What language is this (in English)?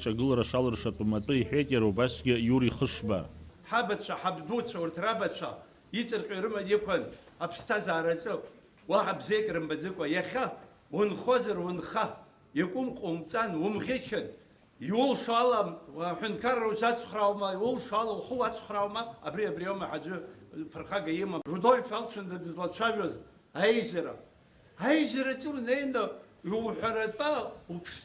Abkhazian